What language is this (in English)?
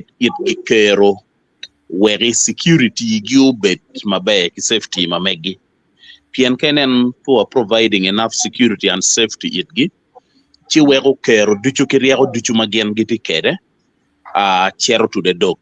Acoli